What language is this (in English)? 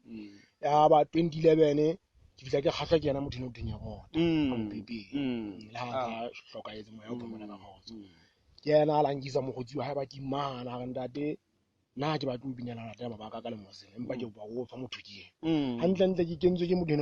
Southern Sotho